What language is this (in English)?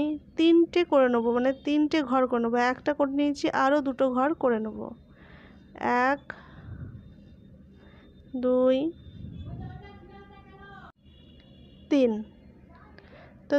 Bangla